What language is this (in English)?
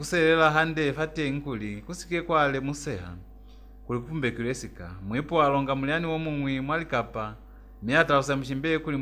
Lozi